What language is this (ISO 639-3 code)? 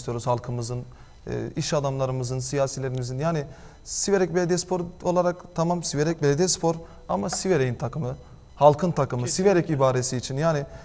tur